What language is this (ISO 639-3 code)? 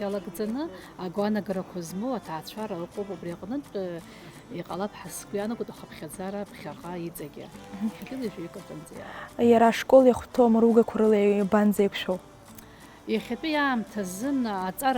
abk